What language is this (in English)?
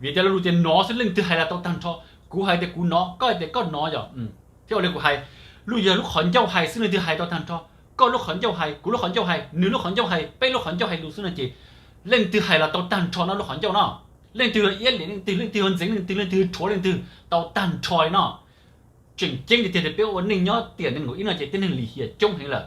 Hmong